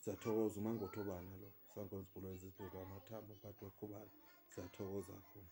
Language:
Zulu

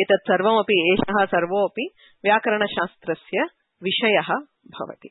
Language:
Sanskrit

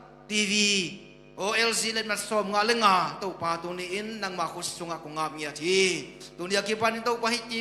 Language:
Tedim Chin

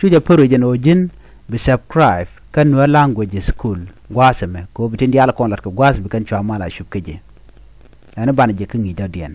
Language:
Nuer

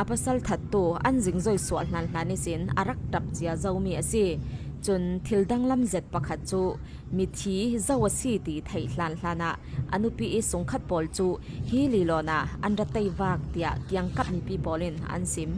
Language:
Falam Chin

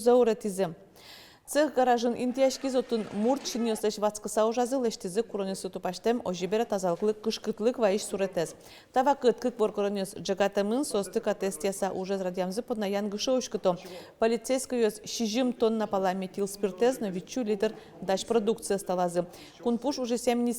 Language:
Udmurt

